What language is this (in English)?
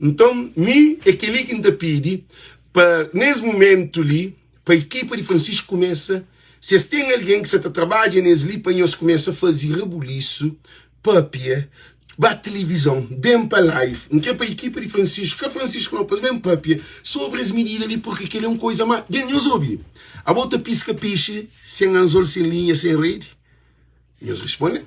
Kabuverdianu